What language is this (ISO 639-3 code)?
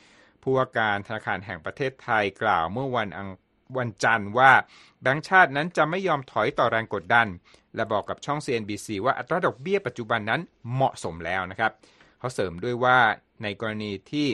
tha